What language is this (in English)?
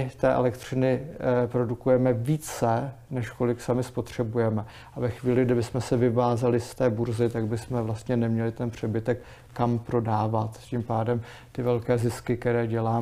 Czech